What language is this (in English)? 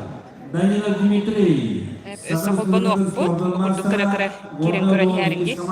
Yakut